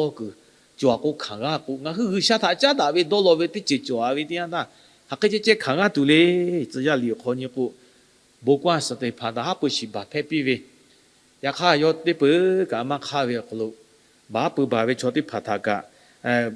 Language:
Lahu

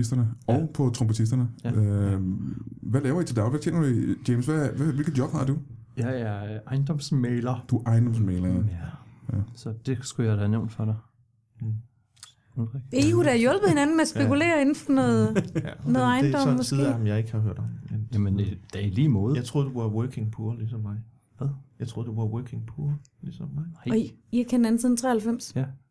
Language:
Danish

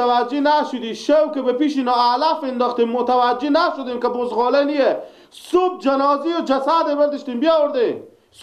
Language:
Persian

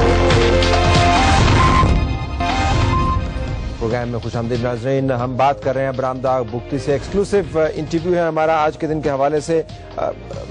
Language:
Urdu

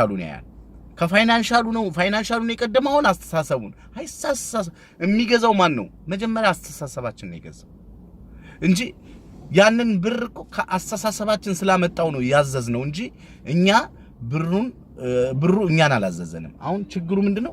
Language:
Amharic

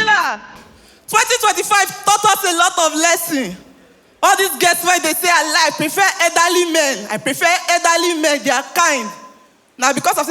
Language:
Nigerian Pidgin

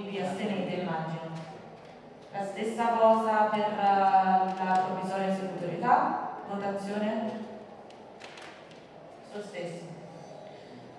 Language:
Italian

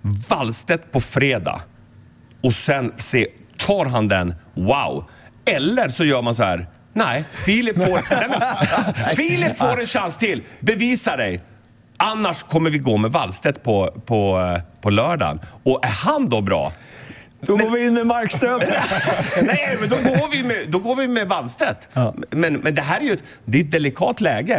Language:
Swedish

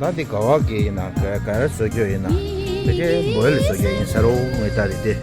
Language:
Tibetan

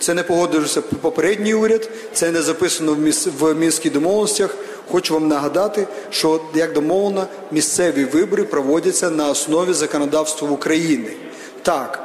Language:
Ukrainian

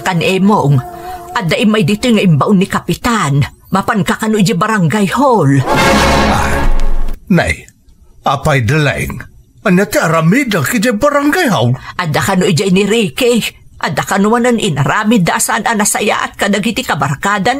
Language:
Iloko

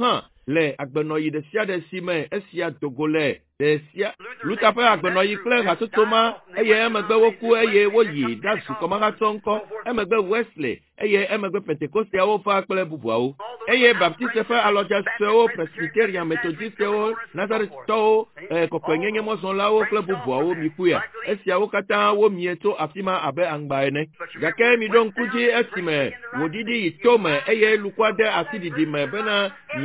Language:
Ewe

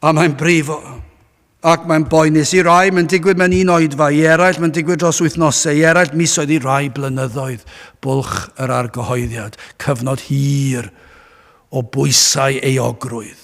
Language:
Welsh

